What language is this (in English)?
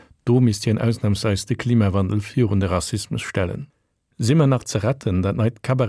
Luxembourgish